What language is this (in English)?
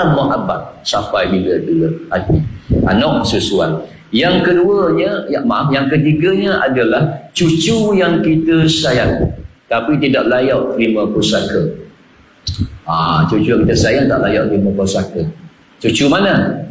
Malay